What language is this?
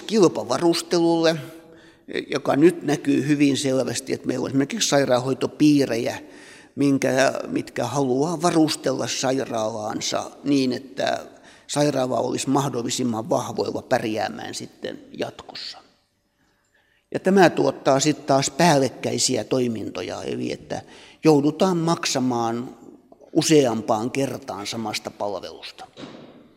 Finnish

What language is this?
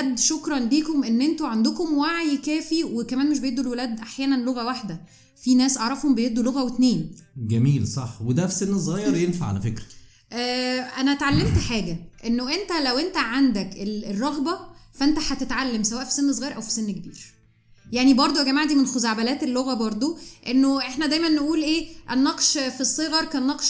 Egyptian Arabic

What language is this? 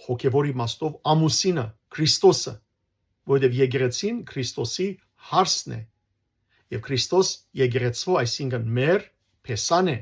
Western Armenian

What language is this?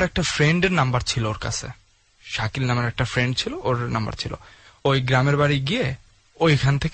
Bangla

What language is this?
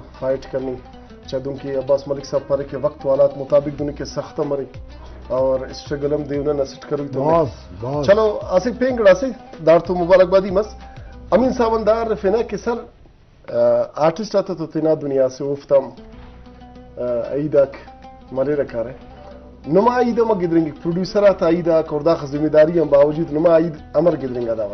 Brahui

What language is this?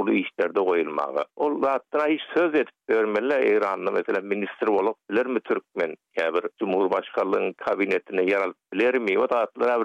Turkmen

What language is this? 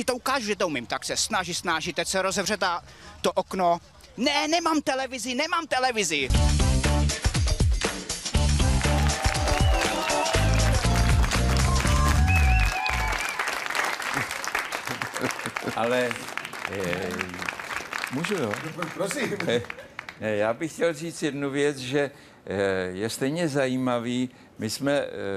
Czech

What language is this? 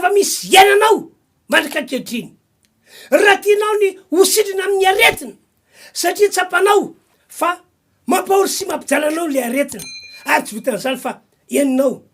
Malagasy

